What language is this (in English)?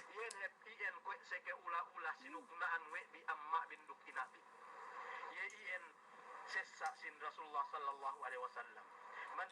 Yakan